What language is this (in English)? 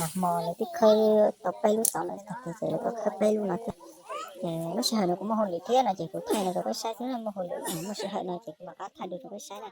Hmong